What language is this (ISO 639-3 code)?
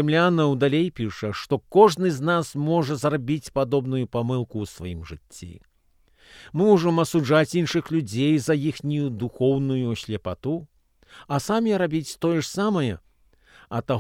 bel